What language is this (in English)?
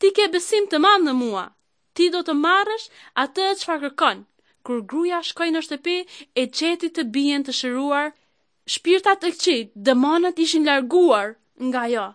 Albanian